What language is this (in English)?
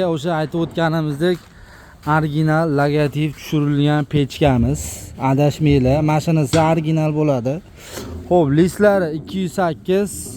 Uzbek